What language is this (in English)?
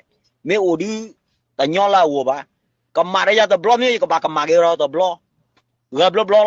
S'gaw Karen